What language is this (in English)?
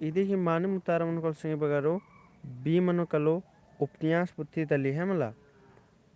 Kurukh